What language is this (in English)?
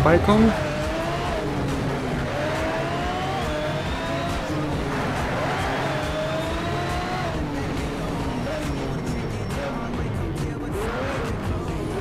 German